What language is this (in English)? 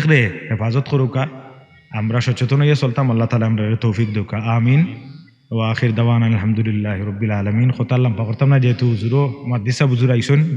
Sylheti